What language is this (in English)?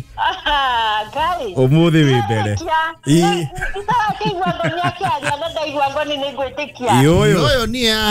Kikuyu